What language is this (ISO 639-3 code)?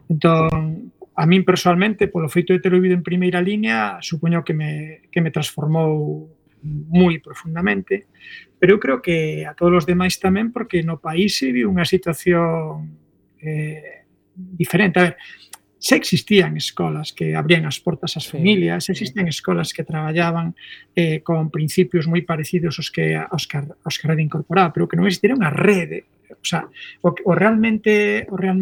glg